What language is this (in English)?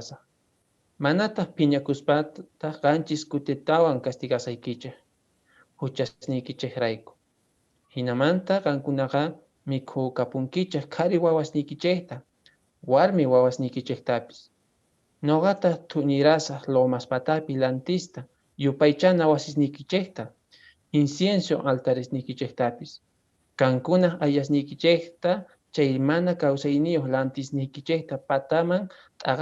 Quechua